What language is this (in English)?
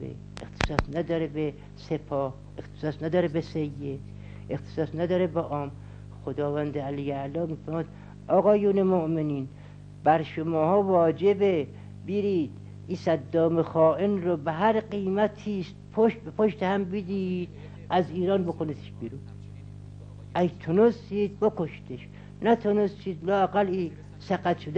Persian